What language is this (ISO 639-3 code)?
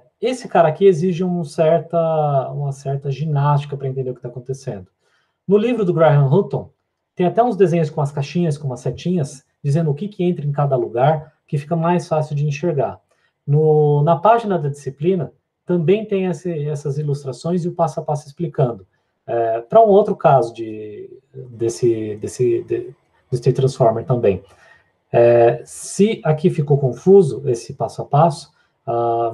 por